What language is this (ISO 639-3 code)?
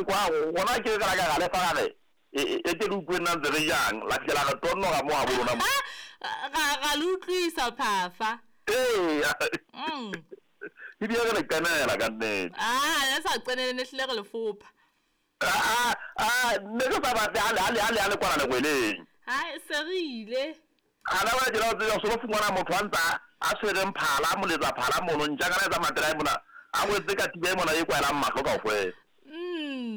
sot